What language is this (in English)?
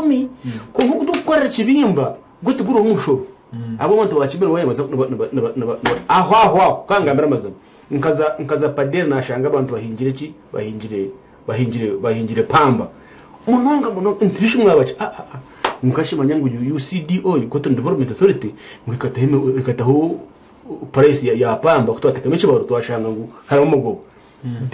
Nyankole